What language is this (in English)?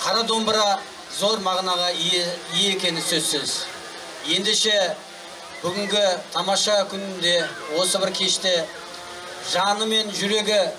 Kazakh